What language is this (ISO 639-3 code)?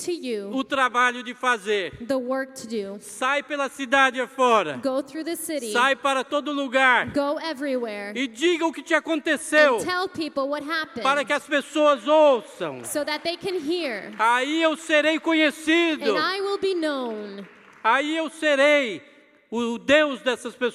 por